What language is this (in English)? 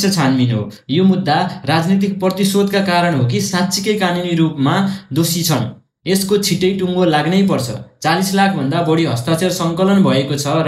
Nepali